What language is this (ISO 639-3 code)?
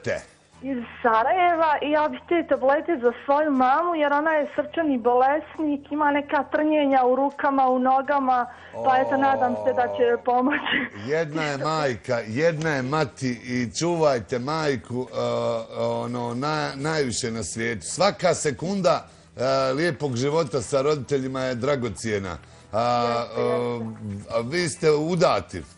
bos